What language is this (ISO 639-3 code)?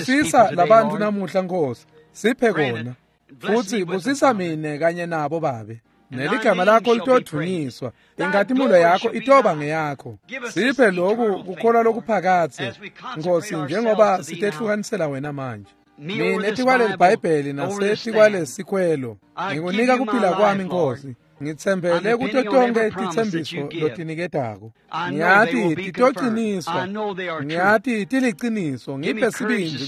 ssw